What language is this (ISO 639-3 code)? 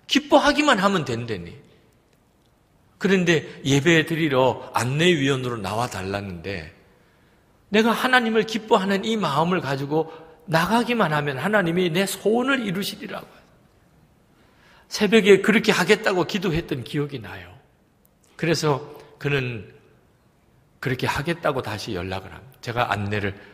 kor